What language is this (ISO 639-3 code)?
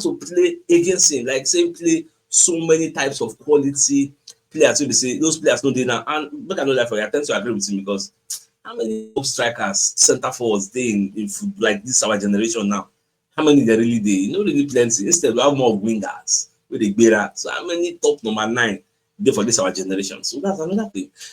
pcm